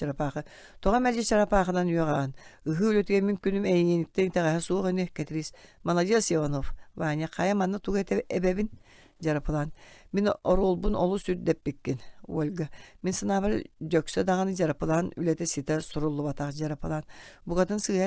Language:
Yakut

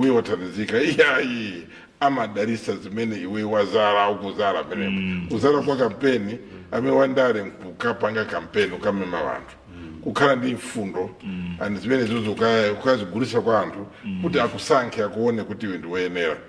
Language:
Nyanja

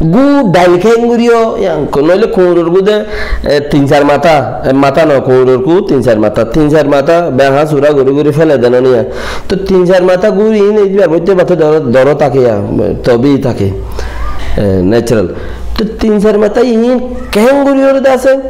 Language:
Rohingya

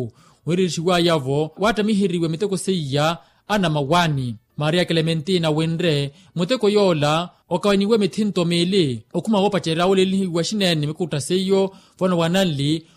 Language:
Makhuwa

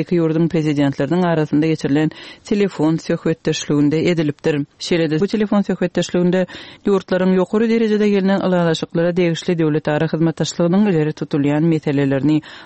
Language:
Turkmen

